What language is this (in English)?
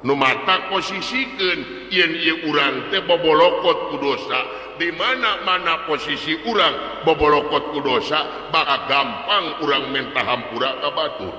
Sundanese